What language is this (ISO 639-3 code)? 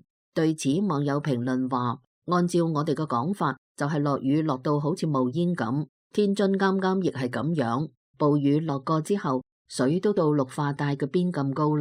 yue